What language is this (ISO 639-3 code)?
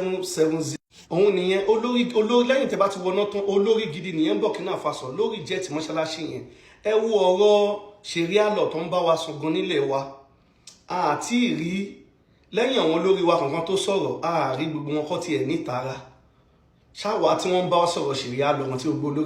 yor